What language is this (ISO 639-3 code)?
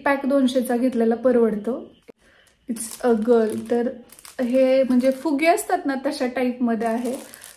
mar